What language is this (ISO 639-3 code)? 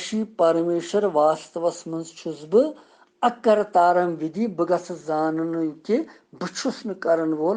kas